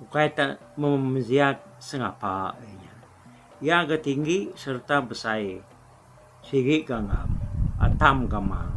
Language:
Iban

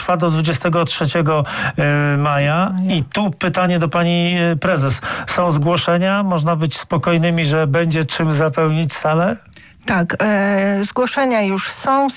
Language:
Polish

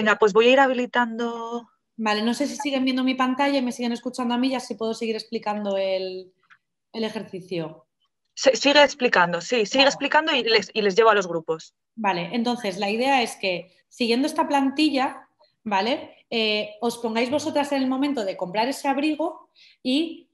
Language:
Spanish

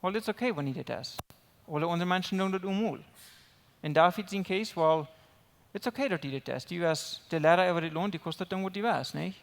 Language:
Plautdietsch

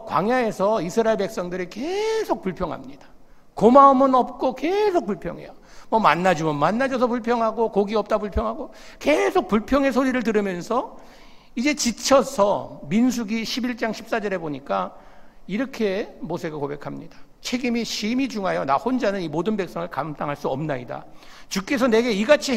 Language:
Korean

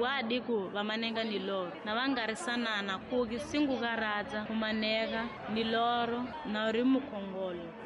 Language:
Tsonga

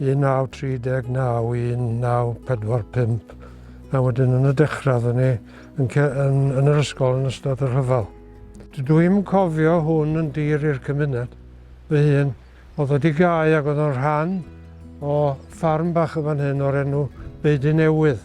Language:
Welsh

